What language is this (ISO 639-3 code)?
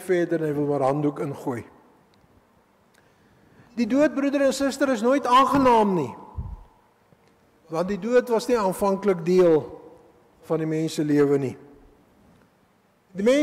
afr